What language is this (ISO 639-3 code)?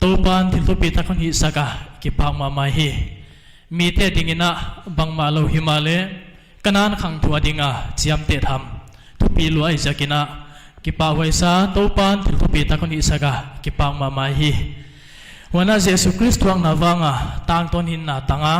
pck